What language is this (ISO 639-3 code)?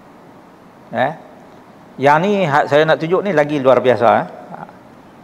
msa